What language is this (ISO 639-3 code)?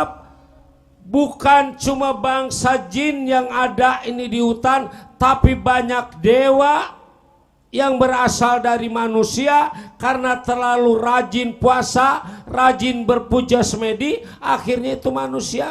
bew